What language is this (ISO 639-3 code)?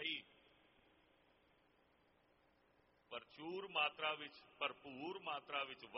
pan